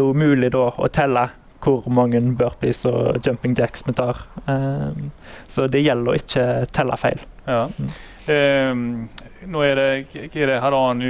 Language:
Norwegian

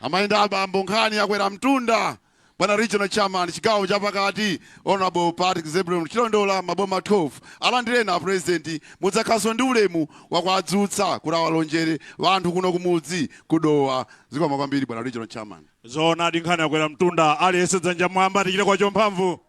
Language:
Nyanja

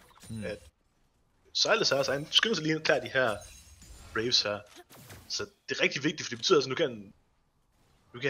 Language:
Danish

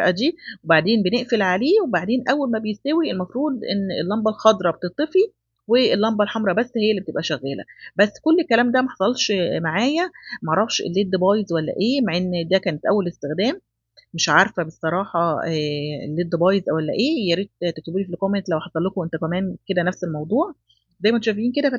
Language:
Egyptian Arabic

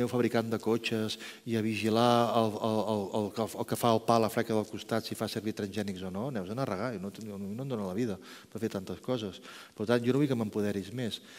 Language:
Catalan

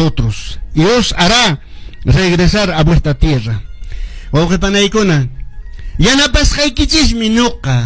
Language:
Quechua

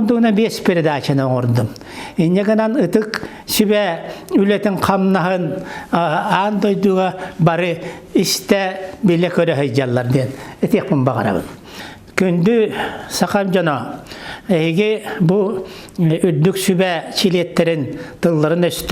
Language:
Yakut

